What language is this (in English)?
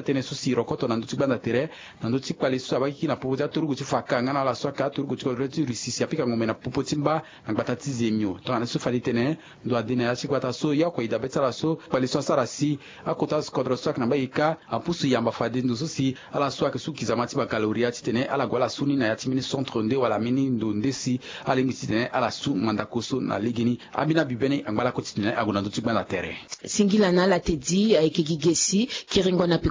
Sango